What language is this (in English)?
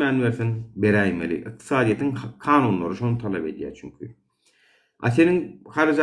Turkmen